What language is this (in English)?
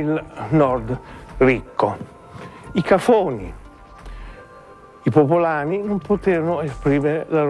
Italian